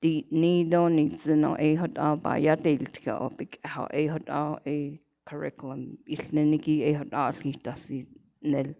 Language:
Navajo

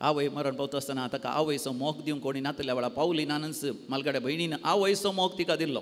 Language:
Konkani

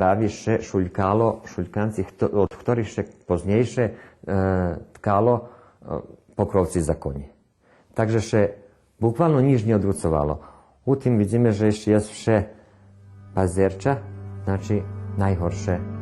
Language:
Rusyn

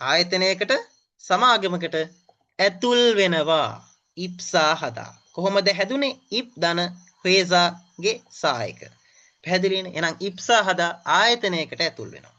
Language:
Sinhala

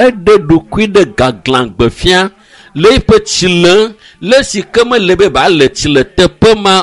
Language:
Ewe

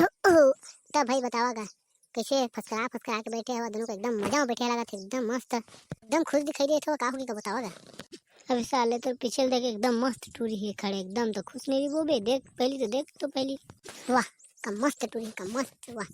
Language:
Chhattisgarhi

